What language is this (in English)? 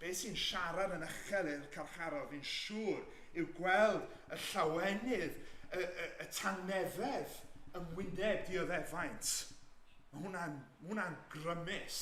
Welsh